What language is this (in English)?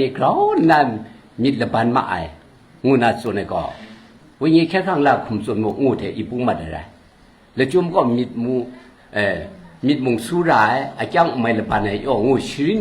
Kachin